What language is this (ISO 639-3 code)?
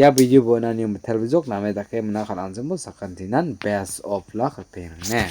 grt